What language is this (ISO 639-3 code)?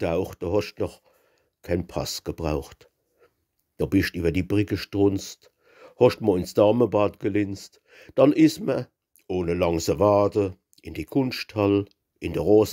pfl